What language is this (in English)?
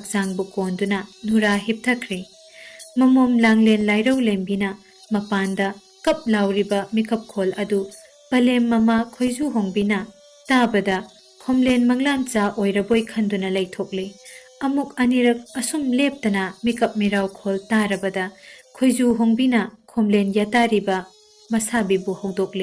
Manipuri